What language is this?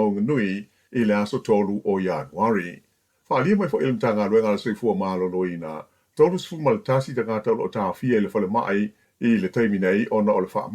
Samoan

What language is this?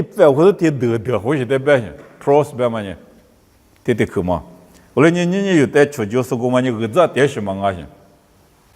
Lisu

